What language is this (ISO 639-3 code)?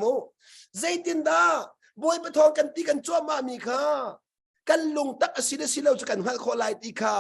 cnh